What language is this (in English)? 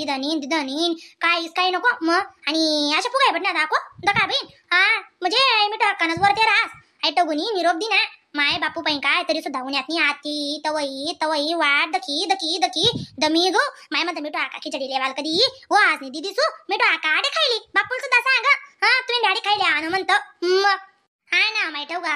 Khandesi